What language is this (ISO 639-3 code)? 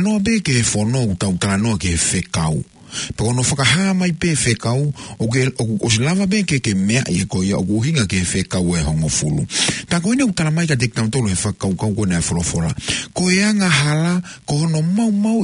ton